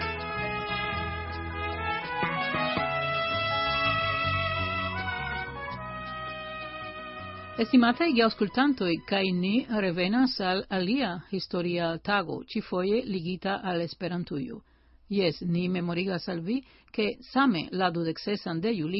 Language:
Esperanto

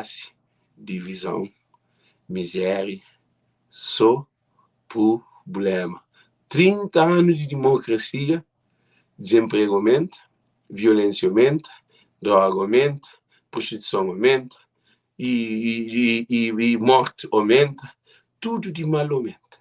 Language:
Kabuverdianu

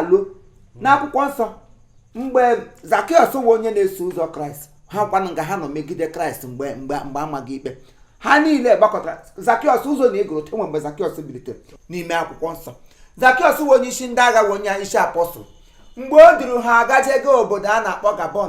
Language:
Igbo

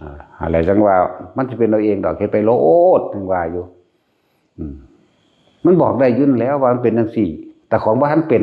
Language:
Northeastern Thai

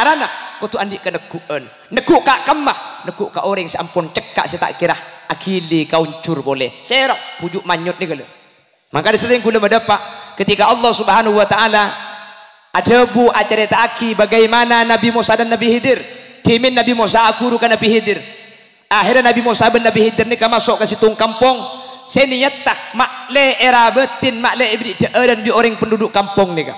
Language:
Madurese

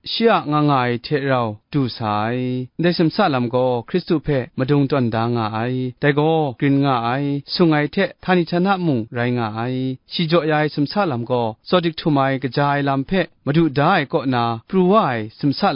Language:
Kachin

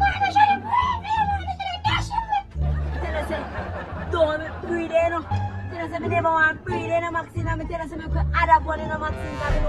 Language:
Jamaican Creole English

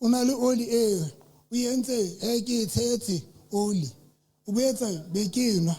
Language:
Southern Sotho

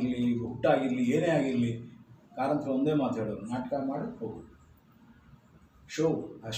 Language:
Kannada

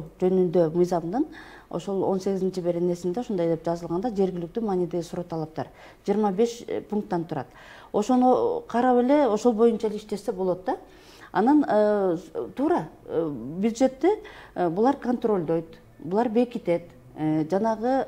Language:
Kyrgyz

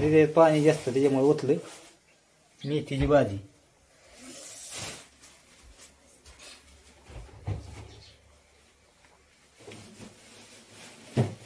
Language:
Marathi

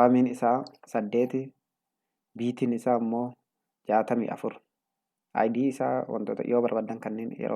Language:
Oromo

